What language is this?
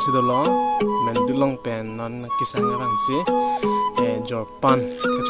Karbi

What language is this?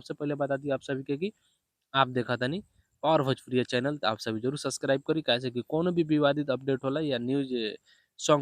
Bhojpuri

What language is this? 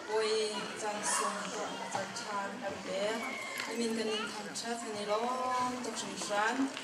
Hakha Chin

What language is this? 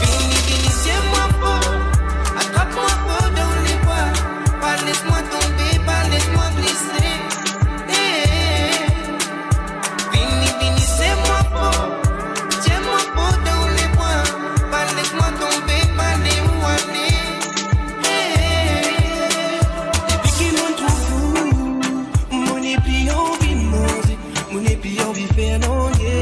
Morisyen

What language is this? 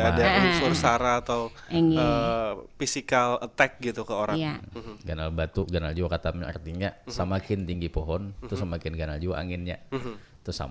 Banjar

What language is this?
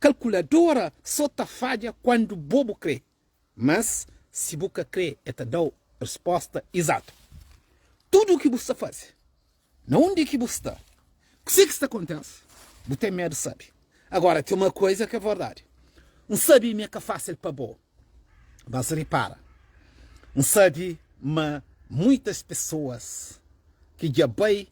Kabuverdianu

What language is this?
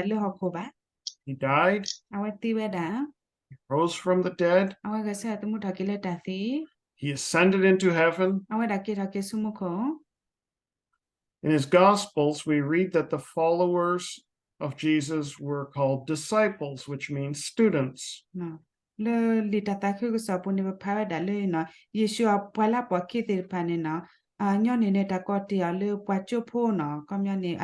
S'gaw Karen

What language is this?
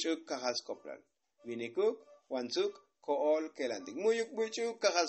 Tzotzil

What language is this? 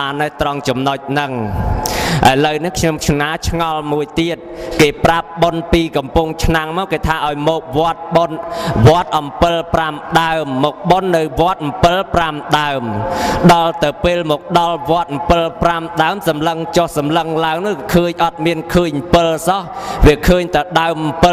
Khmer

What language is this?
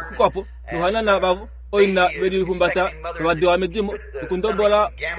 Kuanyama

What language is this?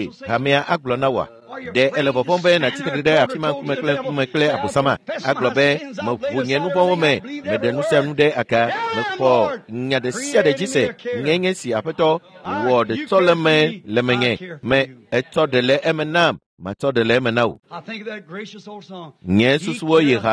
Ewe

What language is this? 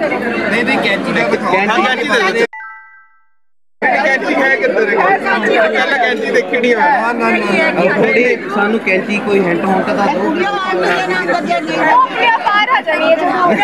Punjabi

